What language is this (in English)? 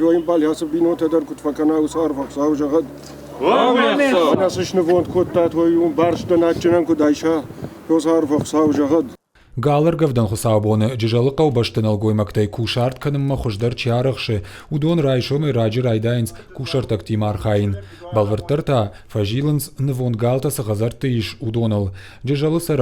Ossetic